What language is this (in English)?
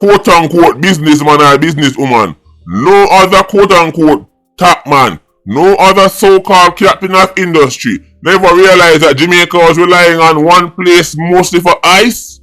Jamaican Creole English